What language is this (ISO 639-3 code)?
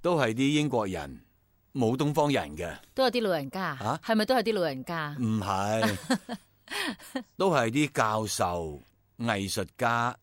yue